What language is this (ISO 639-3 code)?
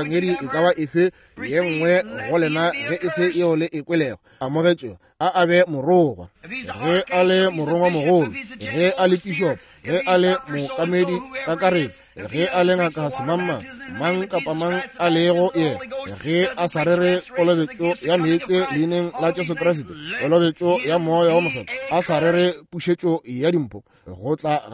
nso